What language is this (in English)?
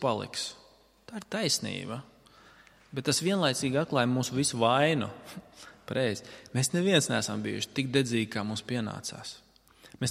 Latvian